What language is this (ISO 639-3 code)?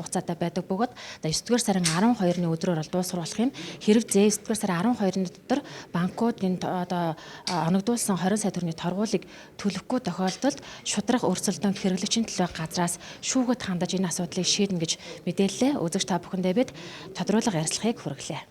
mon